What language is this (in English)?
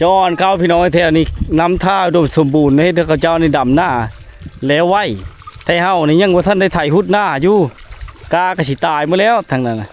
Lao